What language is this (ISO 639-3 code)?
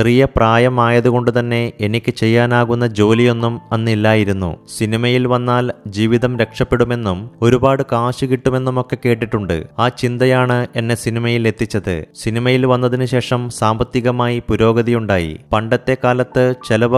mal